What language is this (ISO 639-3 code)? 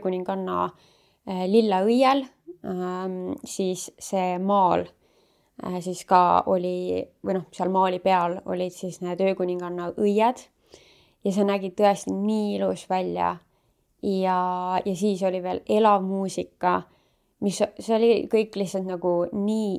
est